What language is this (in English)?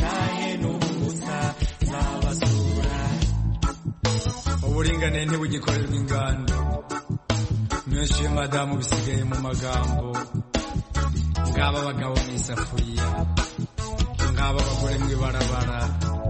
Kinyarwanda